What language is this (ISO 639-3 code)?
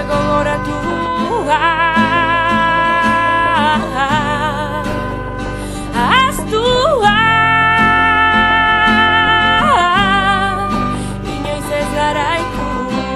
eus